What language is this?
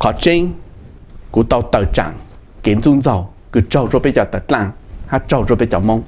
Hmong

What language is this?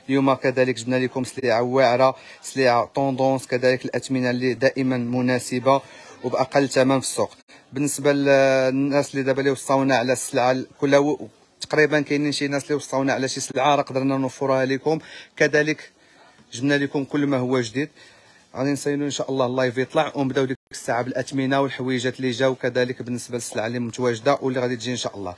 Moroccan Arabic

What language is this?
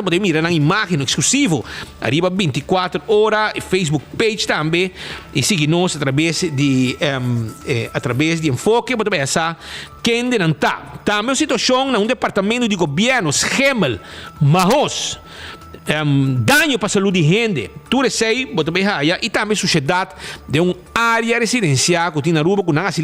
Papiamento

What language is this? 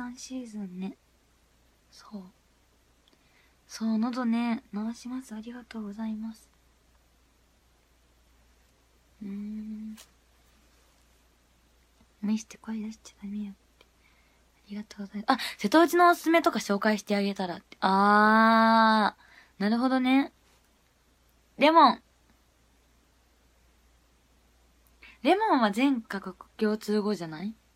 Japanese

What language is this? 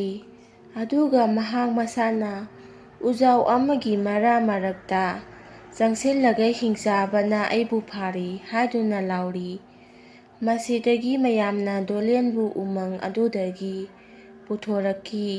Manipuri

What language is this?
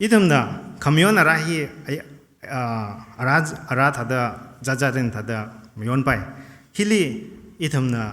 Tangkhul Naga (India)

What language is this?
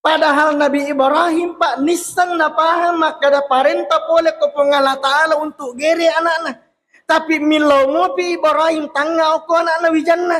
Buginese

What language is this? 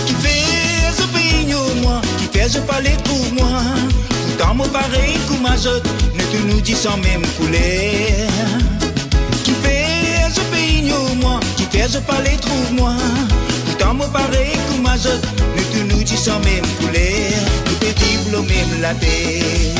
Morisyen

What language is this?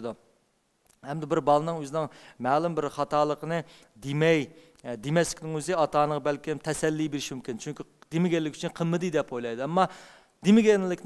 Uyghur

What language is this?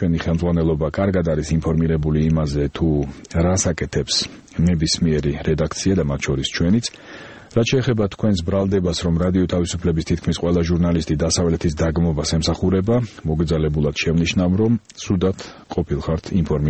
Georgian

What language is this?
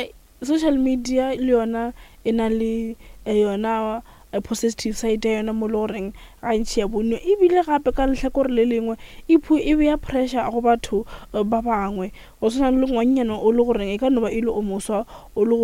Northern Sotho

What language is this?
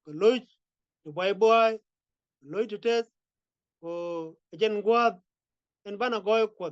Nuer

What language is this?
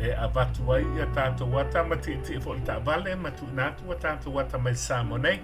Samoan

